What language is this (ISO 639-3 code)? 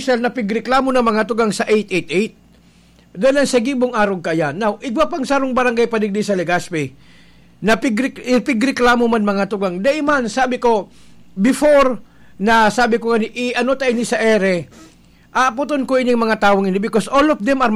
bik